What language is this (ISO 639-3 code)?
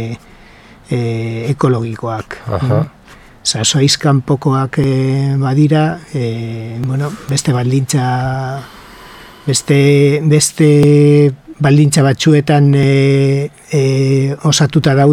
eus